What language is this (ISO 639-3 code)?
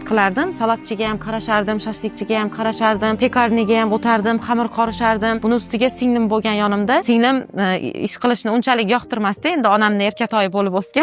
uzb